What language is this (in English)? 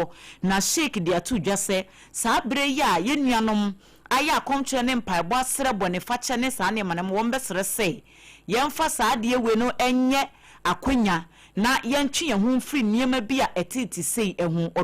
Akan